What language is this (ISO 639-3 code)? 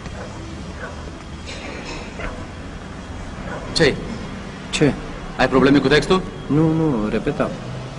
ron